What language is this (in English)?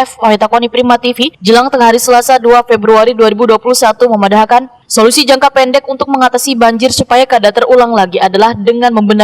Banjar